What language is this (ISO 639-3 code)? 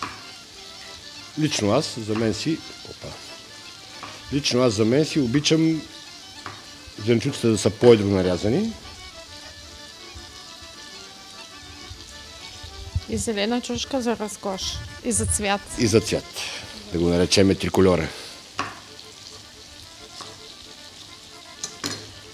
bul